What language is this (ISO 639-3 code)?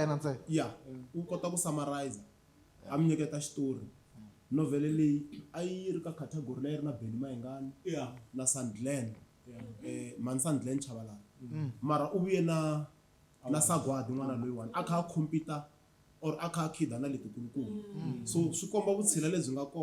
tso